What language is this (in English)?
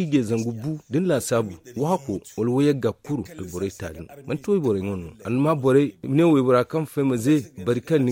Zarma